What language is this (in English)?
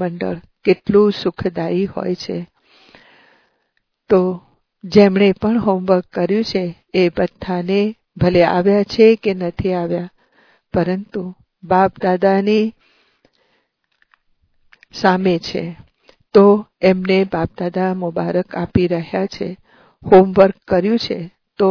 Gujarati